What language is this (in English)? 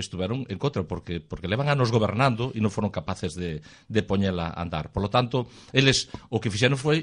Galician